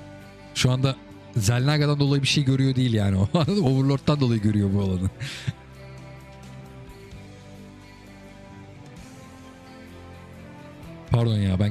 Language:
Turkish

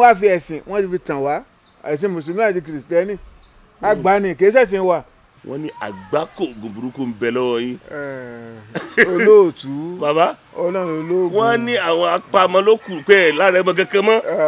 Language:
Yoruba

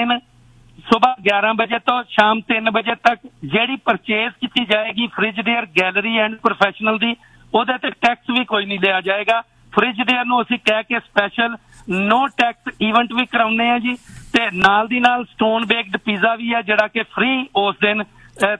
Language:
Punjabi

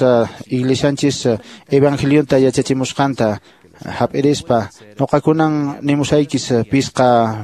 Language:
Quechua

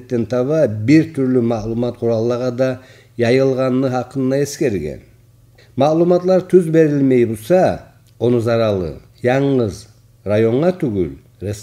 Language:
Kumyk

